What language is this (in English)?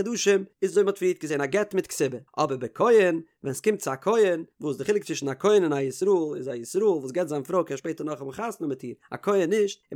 Yiddish